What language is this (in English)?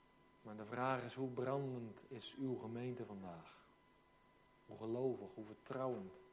Dutch